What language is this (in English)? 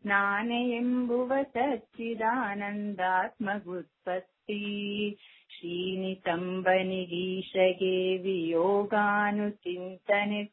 Kannada